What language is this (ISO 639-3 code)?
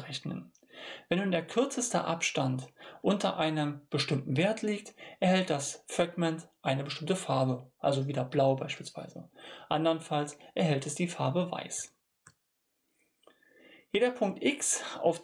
deu